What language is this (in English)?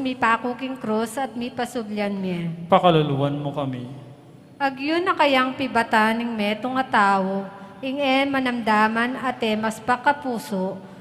Pampanga